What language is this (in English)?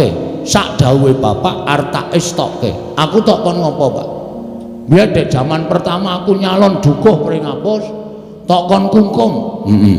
Javanese